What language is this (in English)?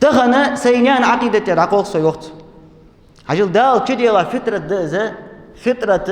Ingush